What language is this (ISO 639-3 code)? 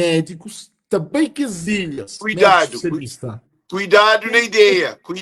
kea